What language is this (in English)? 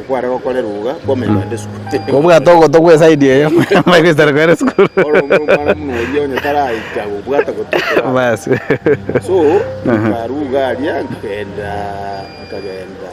Gusii